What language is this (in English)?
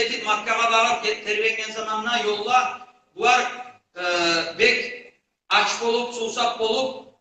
Kumyk